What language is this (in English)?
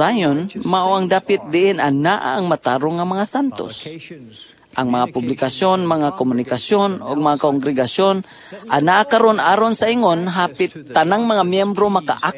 Cebuano